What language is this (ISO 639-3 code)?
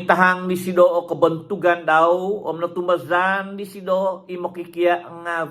dtp